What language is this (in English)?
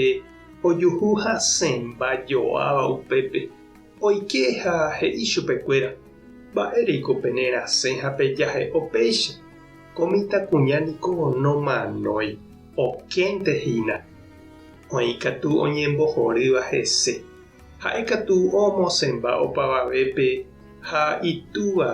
Guarani